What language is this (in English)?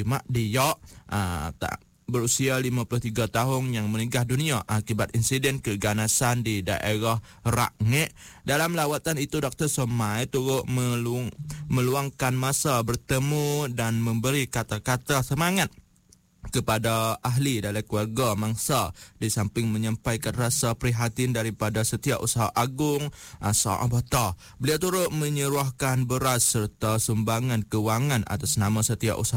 Malay